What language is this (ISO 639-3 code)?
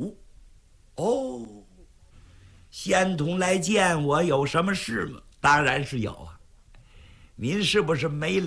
zho